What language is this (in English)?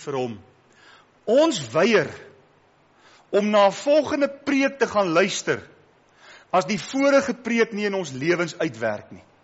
Afrikaans